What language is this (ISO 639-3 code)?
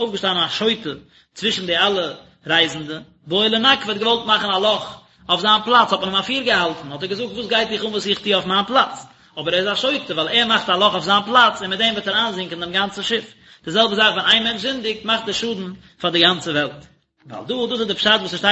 yid